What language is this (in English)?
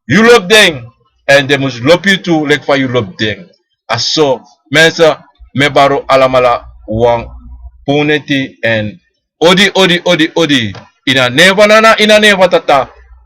Sranan Tongo